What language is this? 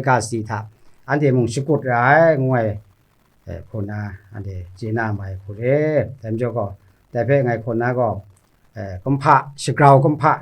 Kachin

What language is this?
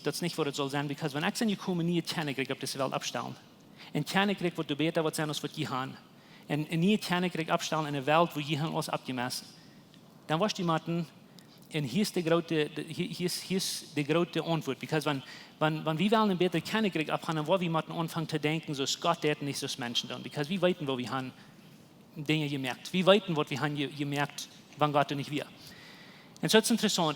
Plautdietsch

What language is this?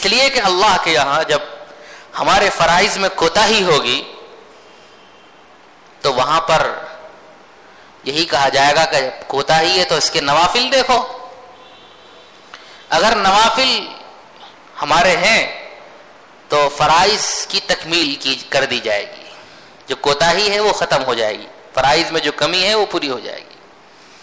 Urdu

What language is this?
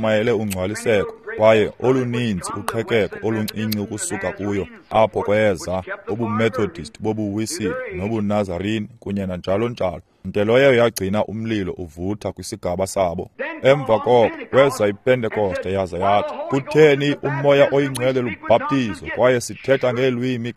Xhosa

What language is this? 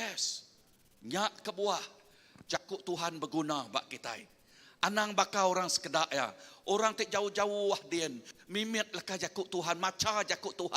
Iban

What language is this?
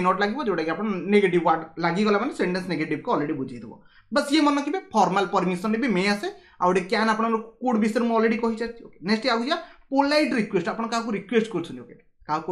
Odia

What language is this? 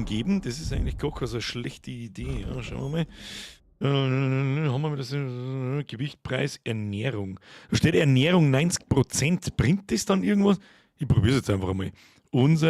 Bavarian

